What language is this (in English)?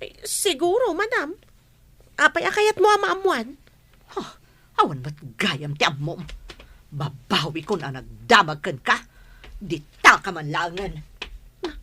Iloko